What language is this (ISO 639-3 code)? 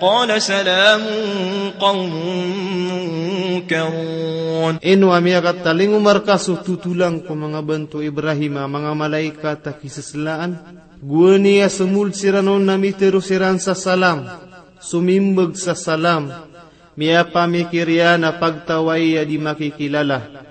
mrw